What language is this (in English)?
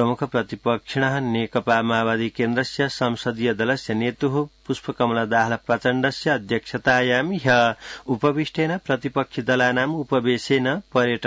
Sanskrit